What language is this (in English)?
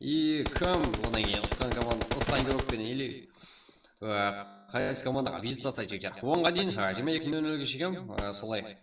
Kara-Kalpak